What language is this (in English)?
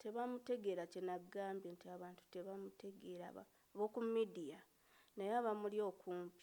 Ganda